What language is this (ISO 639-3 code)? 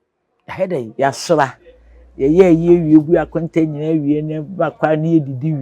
aka